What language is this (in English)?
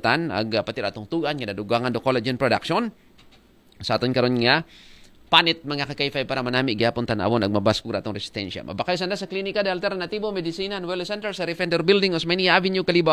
Aklanon